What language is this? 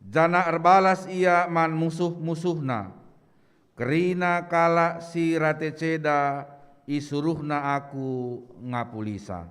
Batak Karo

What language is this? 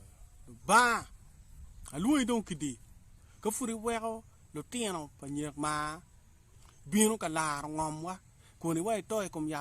Acoli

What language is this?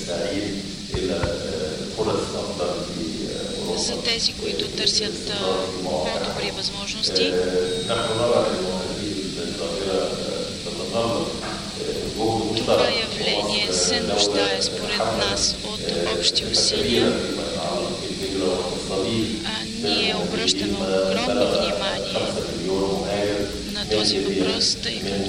Bulgarian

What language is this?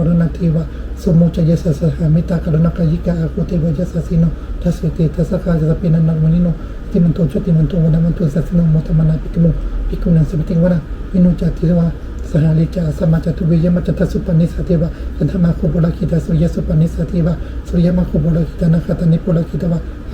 Pali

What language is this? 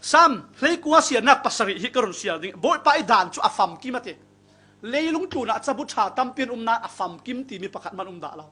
Falam Chin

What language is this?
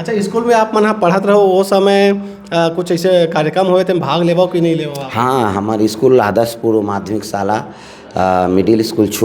Chhattisgarhi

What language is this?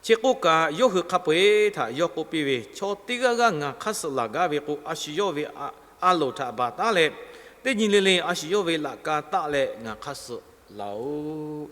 Lahu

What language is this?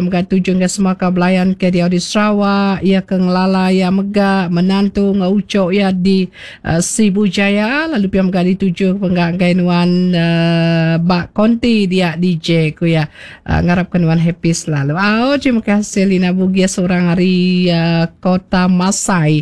Iban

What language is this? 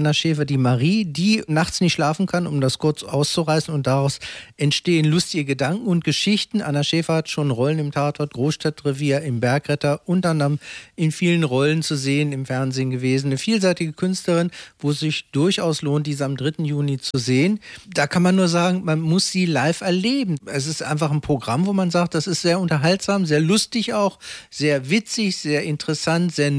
German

